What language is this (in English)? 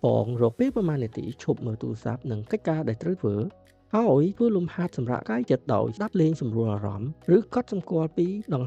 Khmer